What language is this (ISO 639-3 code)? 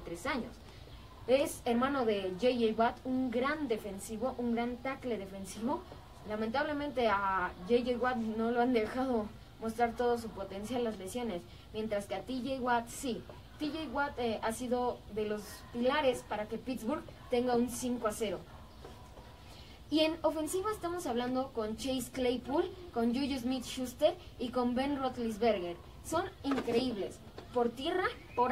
spa